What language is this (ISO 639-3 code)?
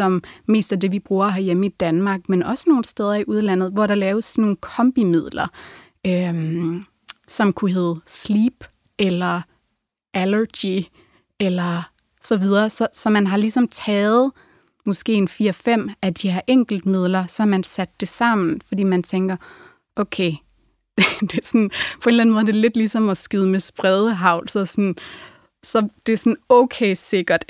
dan